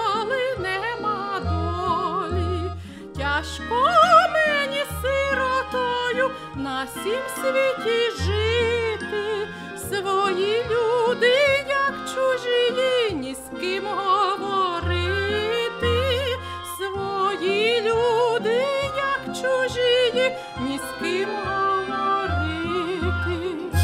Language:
Ukrainian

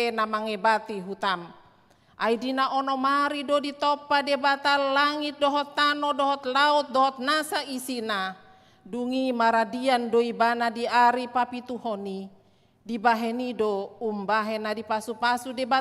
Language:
Batak Toba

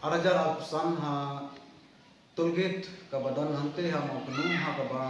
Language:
Khasi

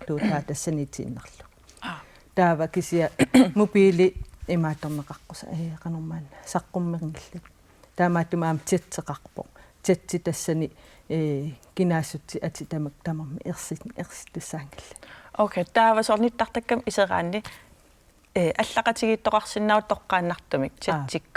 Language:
Kalaallisut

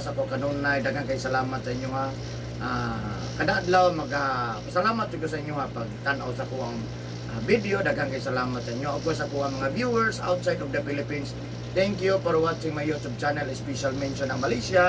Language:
Cebuano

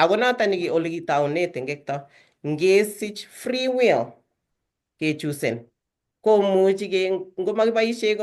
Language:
Kalenjin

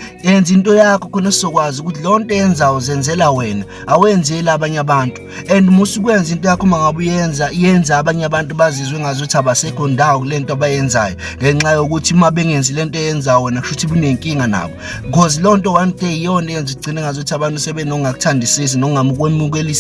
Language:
Zulu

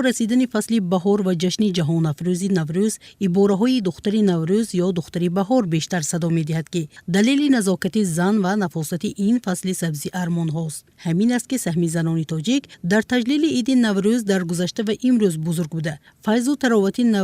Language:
Tajik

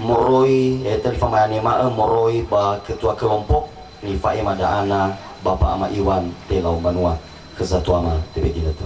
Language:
Nias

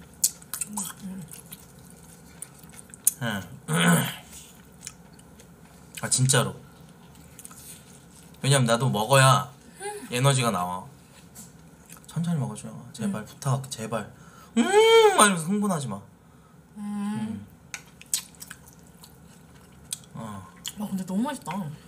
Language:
Korean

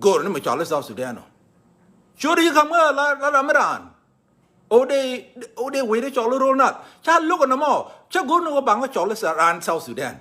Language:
Nuer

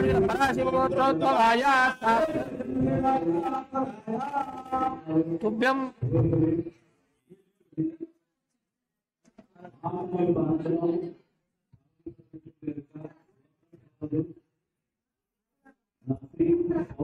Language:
Telugu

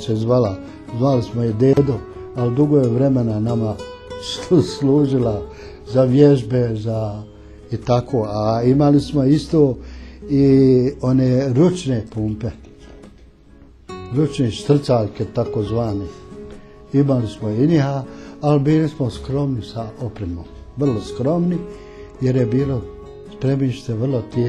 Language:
Bosnian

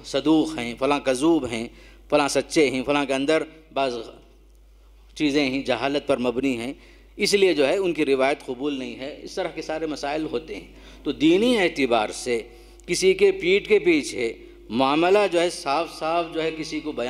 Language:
Urdu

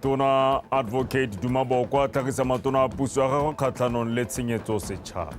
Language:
Tswana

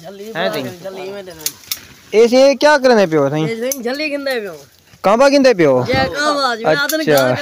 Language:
Saraiki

